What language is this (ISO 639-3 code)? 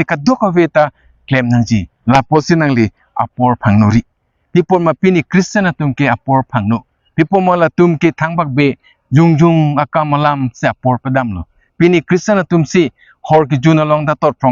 mjw